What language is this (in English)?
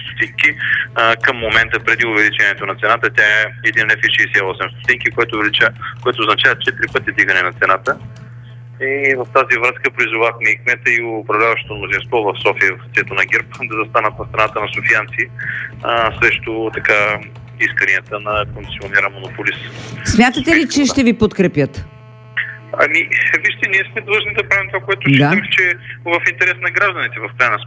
Bulgarian